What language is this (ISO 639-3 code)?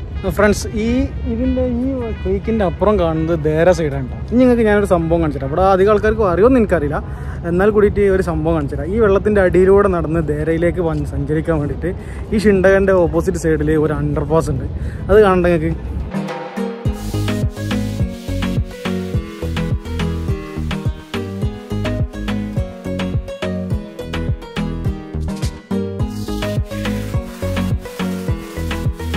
mal